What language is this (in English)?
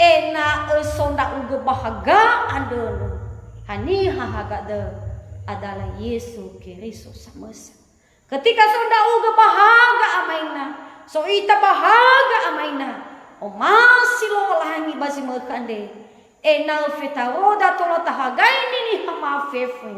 Nias